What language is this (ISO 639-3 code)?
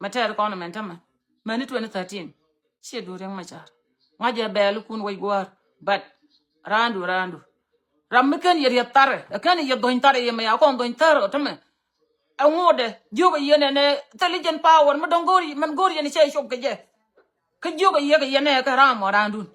nus